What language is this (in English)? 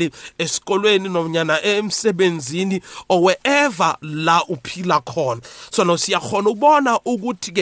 South Ndebele